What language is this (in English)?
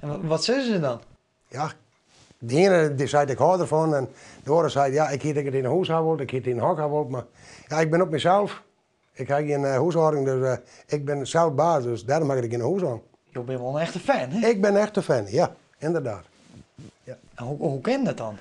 Western Frisian